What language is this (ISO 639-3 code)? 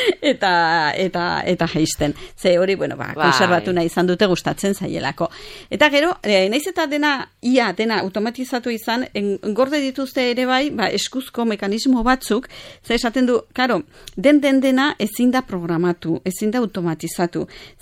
eus